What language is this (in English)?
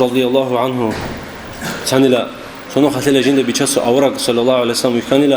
Avaric